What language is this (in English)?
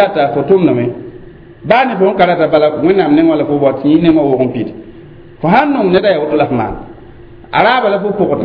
Mossi